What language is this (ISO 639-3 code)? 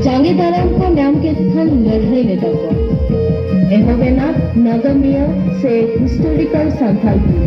sat